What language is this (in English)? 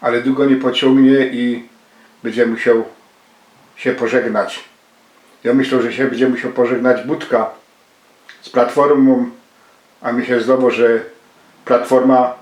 Silesian